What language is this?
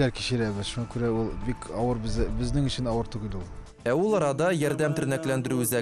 Tatar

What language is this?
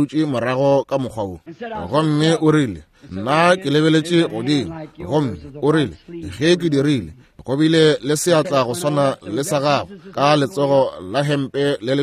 Northern Sotho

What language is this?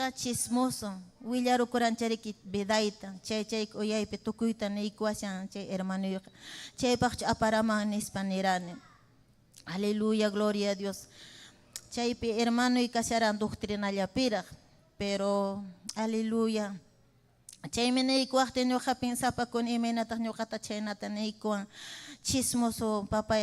Ayacucho Quechua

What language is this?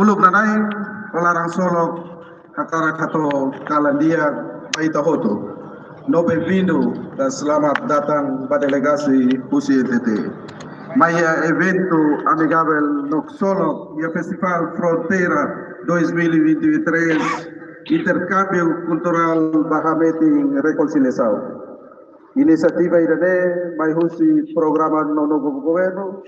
Tetum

